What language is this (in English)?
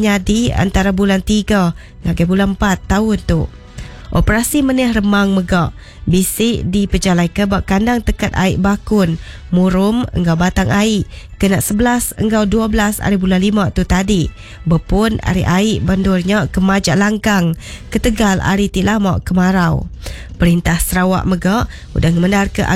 Iban